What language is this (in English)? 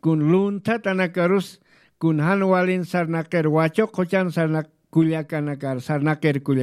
Aymara